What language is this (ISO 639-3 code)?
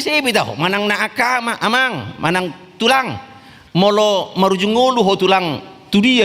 bbc